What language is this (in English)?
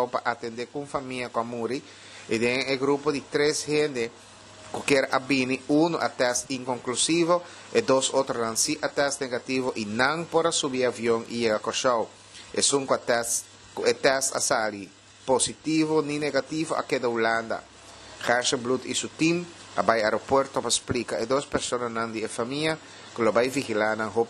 Papiamento